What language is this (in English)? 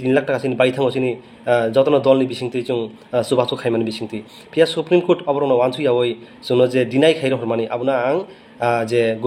Riang (India)